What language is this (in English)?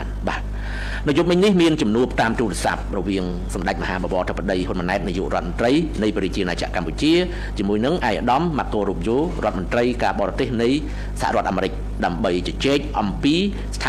Khmer